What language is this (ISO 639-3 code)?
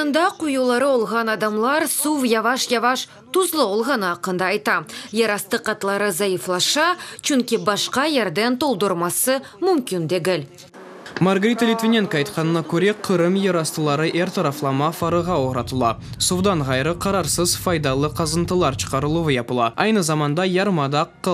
crh